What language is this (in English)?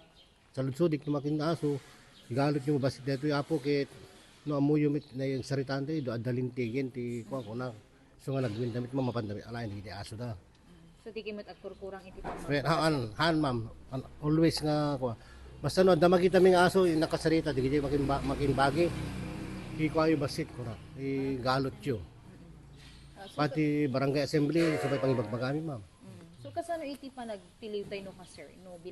Iloko